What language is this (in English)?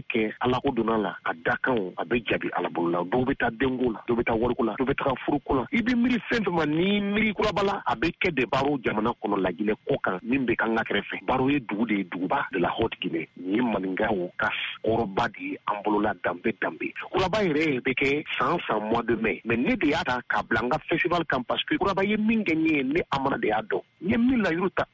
Bambara